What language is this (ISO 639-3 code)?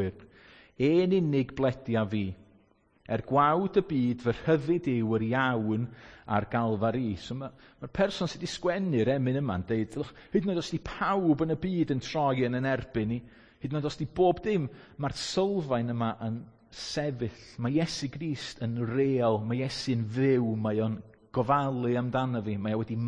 cym